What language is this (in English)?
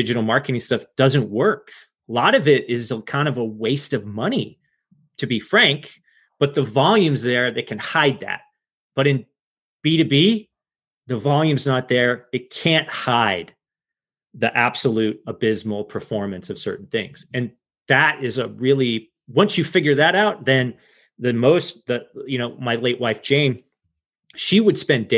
English